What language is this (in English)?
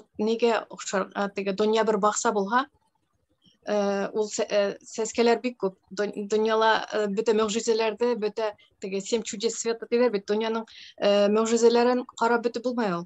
Bashkir